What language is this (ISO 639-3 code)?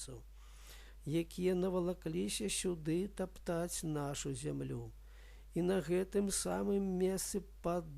bel